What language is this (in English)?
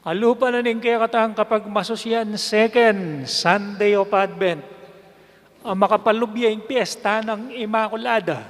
Pampanga